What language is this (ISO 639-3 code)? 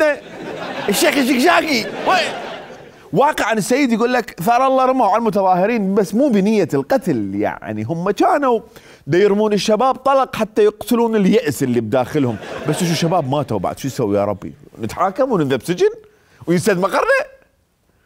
acm